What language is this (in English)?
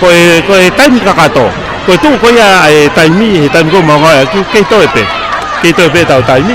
Tongan